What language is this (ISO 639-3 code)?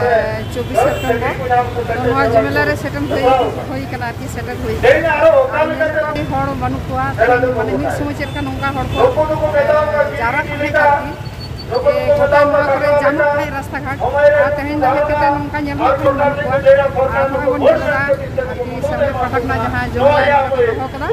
sat